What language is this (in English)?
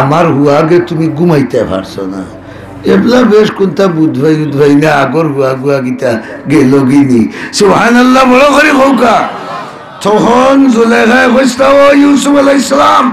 Sylheti